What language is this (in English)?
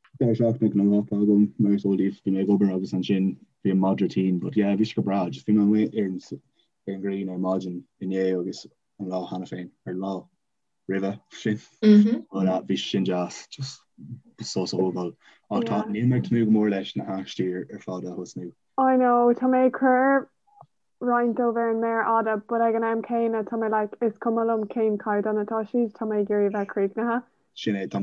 Irish